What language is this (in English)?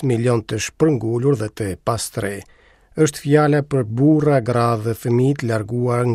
Albanian